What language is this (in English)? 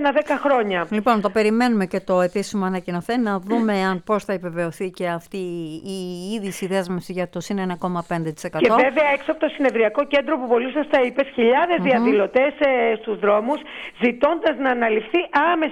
Greek